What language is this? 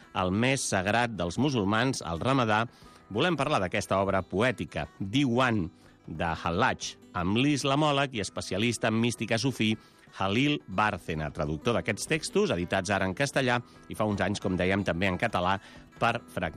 Catalan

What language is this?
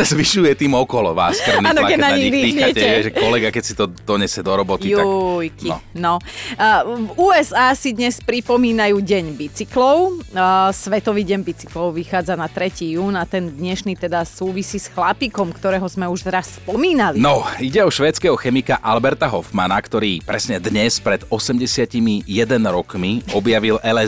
Slovak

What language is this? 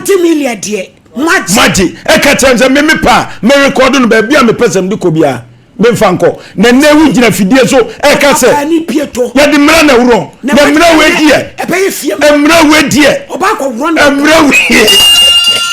Akan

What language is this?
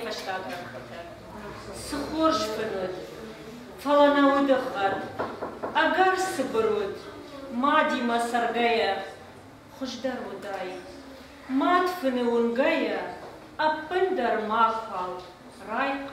Ossetic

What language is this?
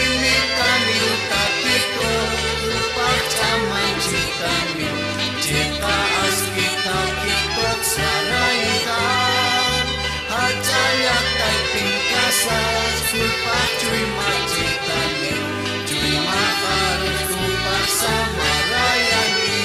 Aymara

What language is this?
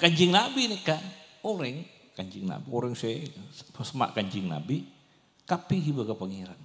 Madurese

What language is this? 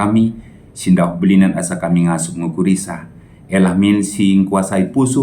Batak Karo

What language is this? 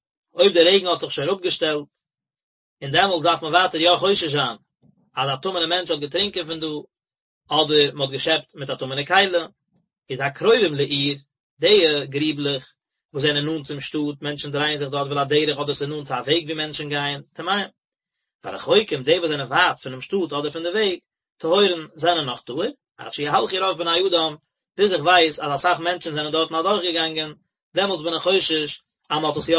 Yiddish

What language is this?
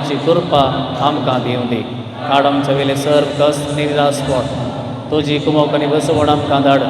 Konkani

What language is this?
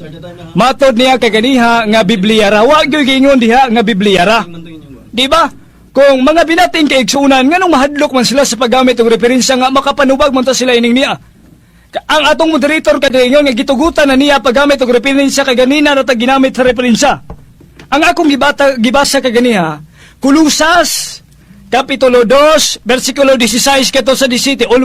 Cebuano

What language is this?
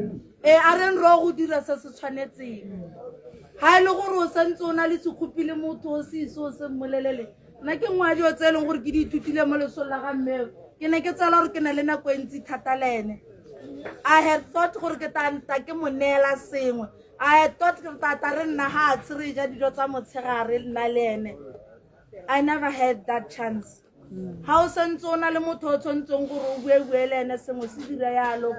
Tswana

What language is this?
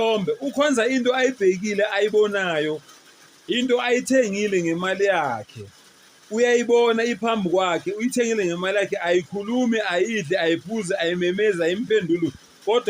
Zulu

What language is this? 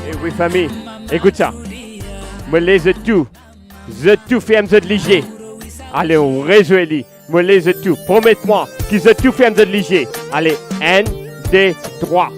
Morisyen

